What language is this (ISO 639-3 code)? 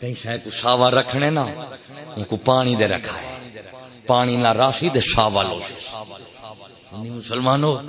skr